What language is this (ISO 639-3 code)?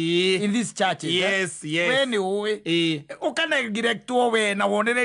kik